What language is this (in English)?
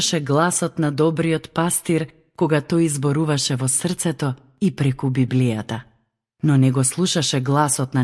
Macedonian